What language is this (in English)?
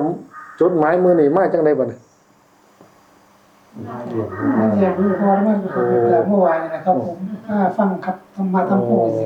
Northeastern Thai